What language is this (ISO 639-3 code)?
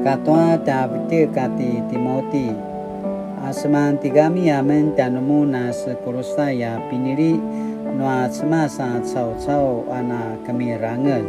pwn